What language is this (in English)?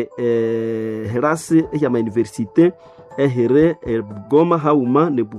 Nande